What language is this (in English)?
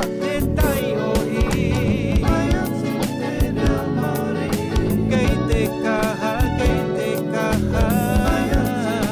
Māori